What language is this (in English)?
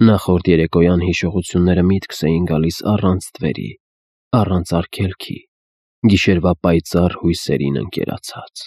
Armenian